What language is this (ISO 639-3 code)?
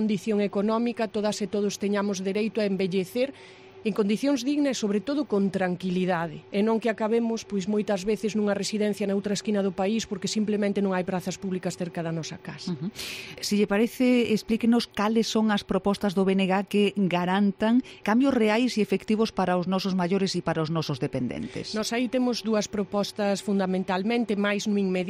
glg